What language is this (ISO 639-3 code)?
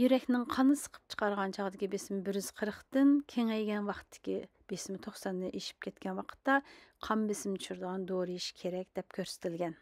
uig